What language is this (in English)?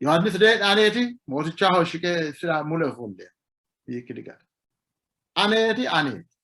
Sidamo